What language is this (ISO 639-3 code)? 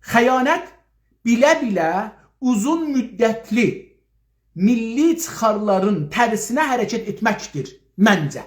azb